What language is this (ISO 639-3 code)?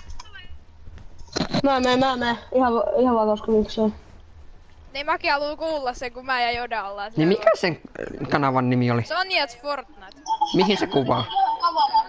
fin